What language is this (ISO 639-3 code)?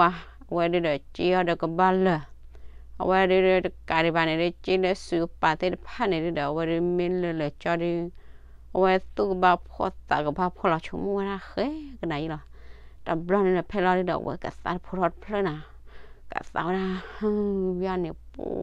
ksw